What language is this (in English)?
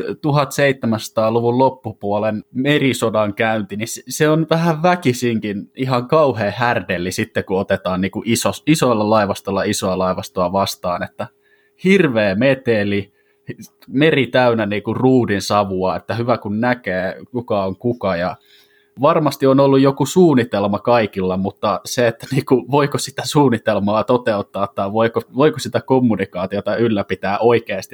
Finnish